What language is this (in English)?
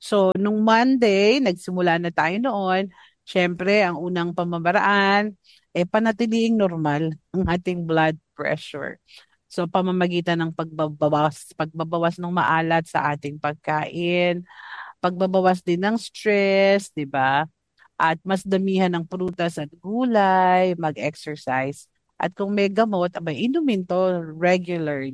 Filipino